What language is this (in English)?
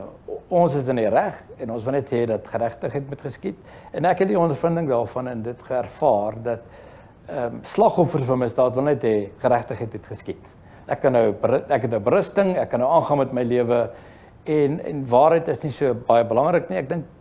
Afrikaans